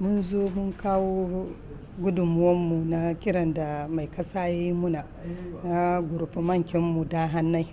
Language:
Hausa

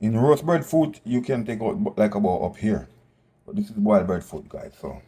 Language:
Jamaican Creole English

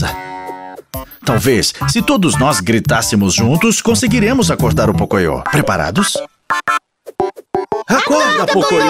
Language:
Portuguese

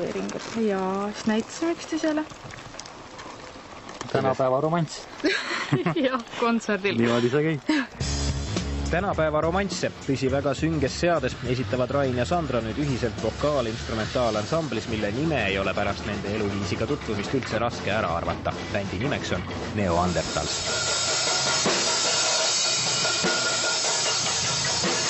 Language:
Estonian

